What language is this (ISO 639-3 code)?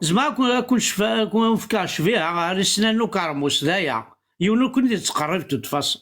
kab